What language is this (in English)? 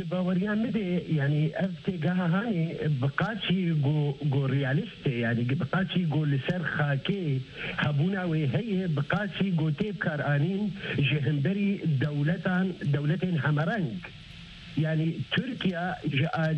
Kurdish